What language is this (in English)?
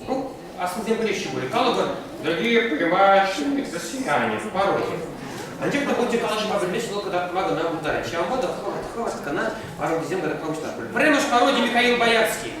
Chuvash